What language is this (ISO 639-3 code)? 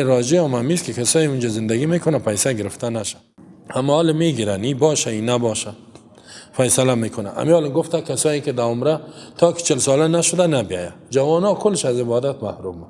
fas